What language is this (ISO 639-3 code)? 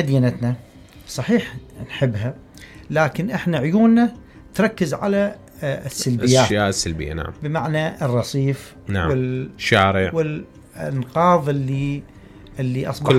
acm